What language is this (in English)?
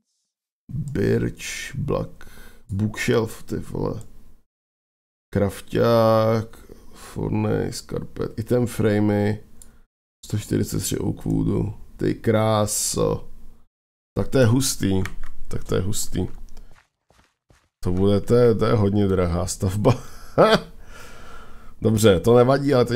Czech